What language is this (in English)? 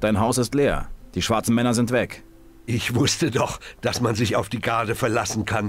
Bavarian